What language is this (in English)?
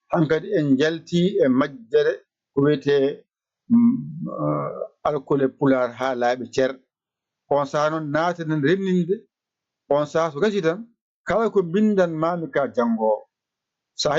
Fula